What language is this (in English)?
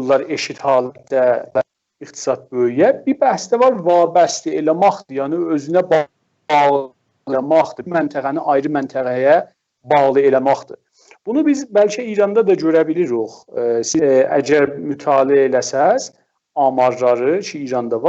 South Azerbaijani